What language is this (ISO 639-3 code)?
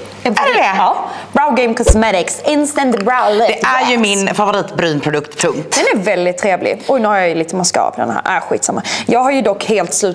swe